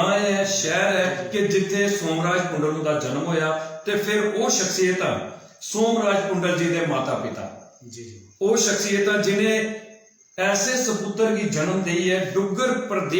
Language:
Dogri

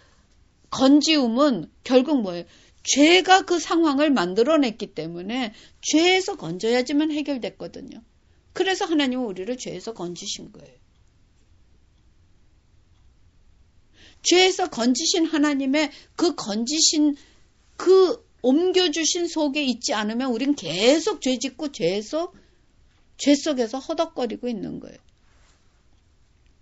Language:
Korean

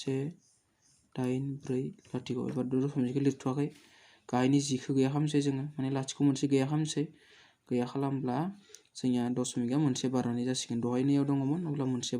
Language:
Bodo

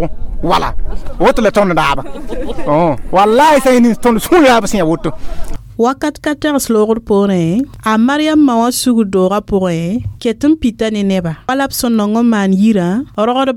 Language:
Mossi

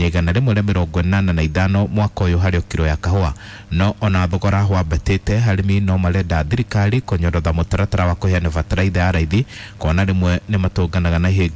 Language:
Kikuyu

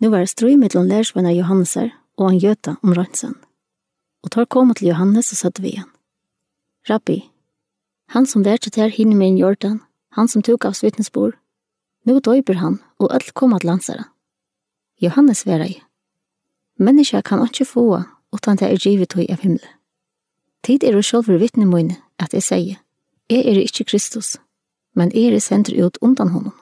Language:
Faroese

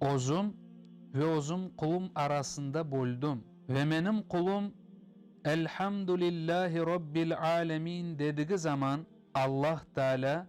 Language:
Crimean Tatar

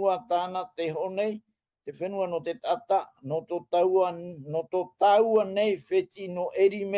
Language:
Tahitian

